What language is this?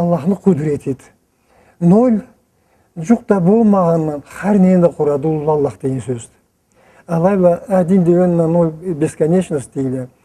Karachay-Balkar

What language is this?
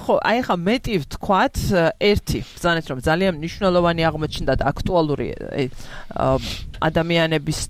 Georgian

